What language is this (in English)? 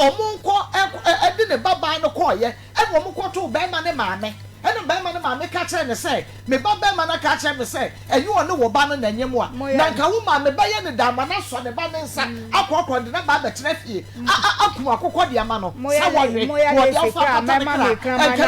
Akan